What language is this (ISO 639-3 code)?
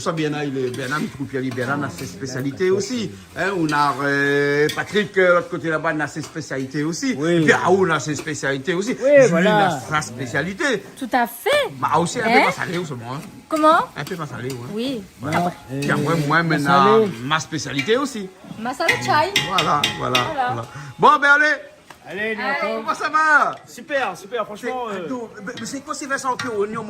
rcf